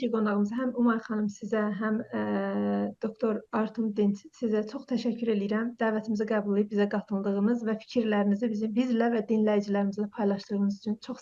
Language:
South Azerbaijani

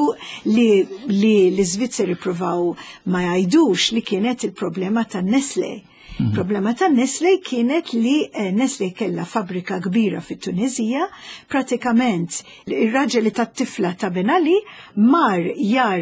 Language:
Maltese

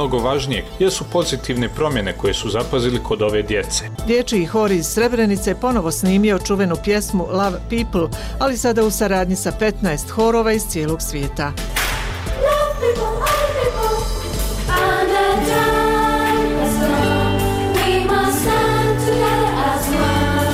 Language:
Bosnian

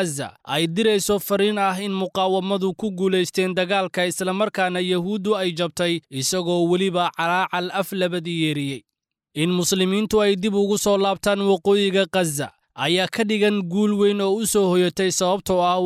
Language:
Somali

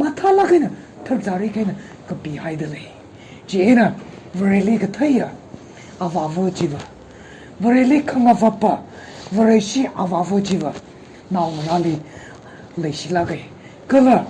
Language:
Tangkhul Naga (India)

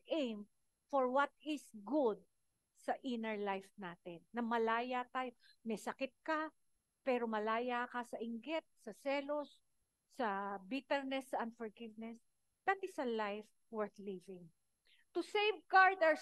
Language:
Filipino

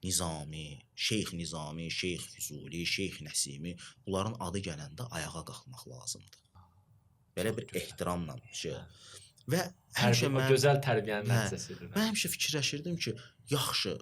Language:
Azerbaijani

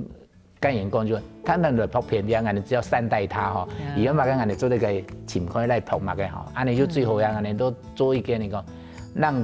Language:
Hakka Chinese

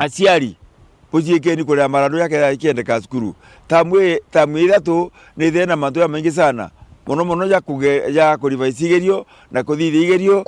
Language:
Meru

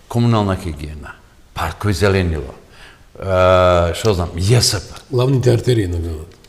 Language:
Macedonian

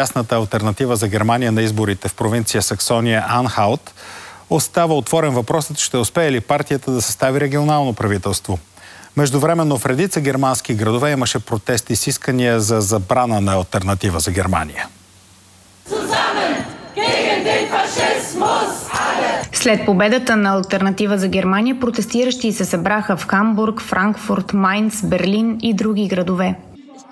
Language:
Bulgarian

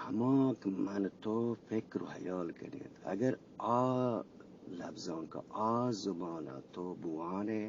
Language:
Eastern Balochi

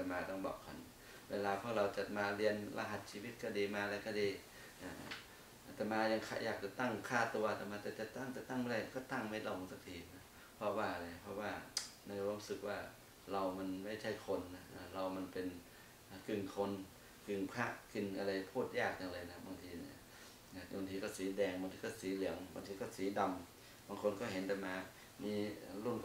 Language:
Thai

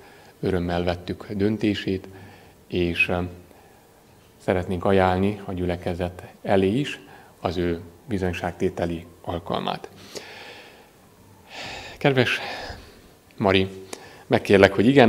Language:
Hungarian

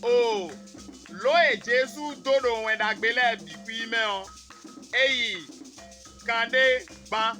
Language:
Fon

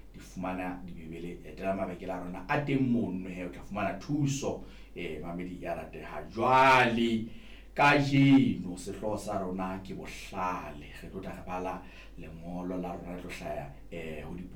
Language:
Southern Sotho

